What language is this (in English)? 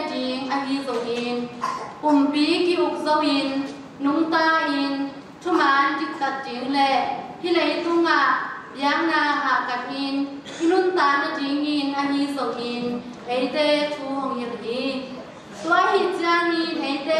Tedim Chin